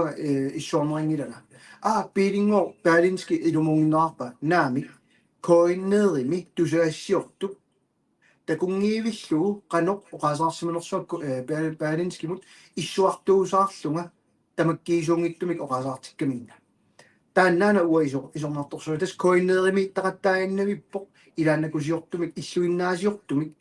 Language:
Kalaallisut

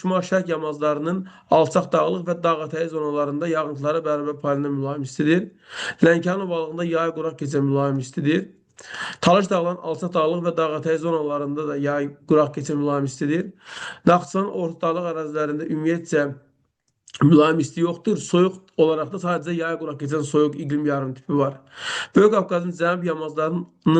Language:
Azerbaijani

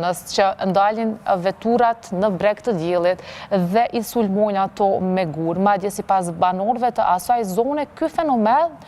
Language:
Albanian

